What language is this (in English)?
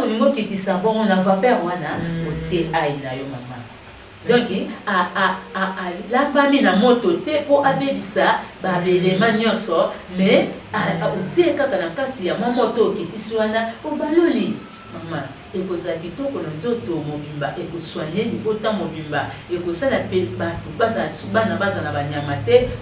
Lingala